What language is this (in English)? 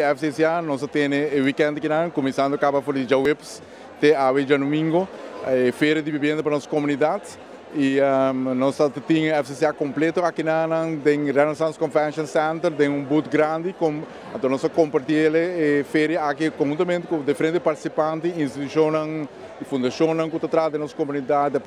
Papiamento